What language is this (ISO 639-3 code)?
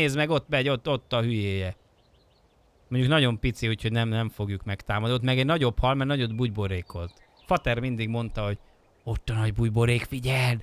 hun